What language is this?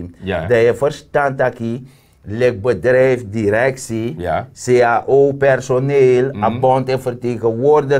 Sranan Tongo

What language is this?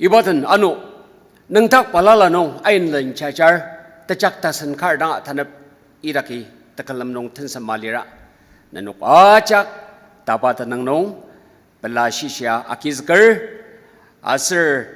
Ao Naga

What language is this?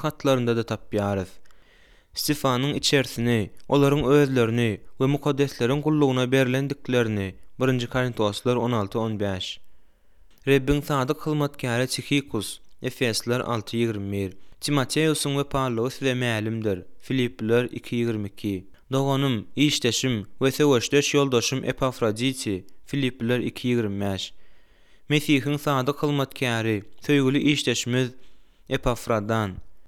Turkmen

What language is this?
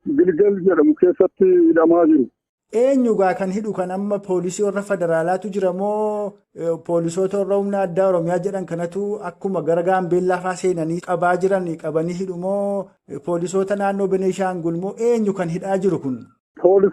Oromo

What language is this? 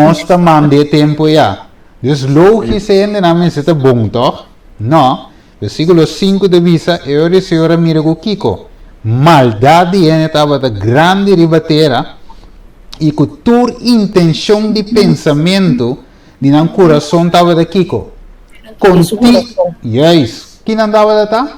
Papiamento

